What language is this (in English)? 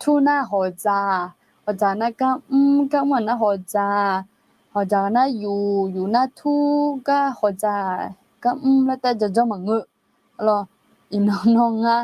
Akha